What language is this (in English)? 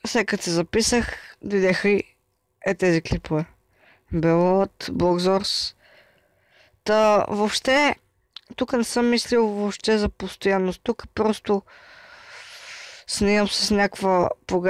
Bulgarian